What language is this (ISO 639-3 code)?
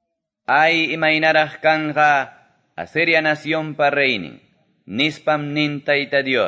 que